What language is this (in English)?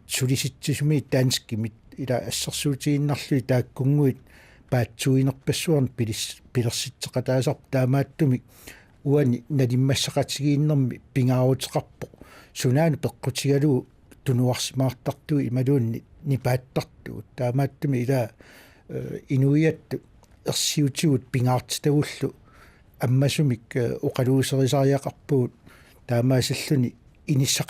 Kalaallisut